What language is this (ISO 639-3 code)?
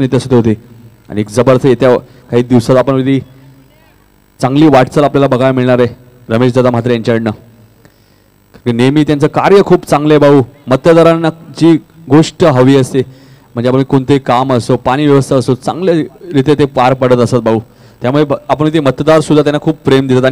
mar